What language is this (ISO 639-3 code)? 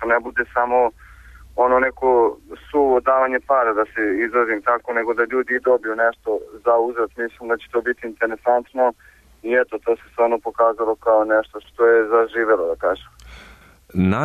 srp